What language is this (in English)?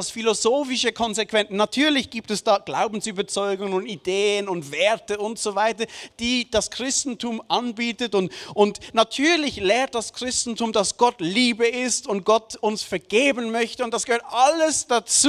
Swiss German